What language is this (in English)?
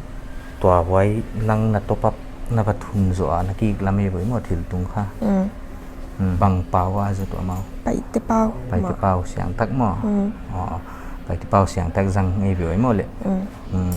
Paite Chin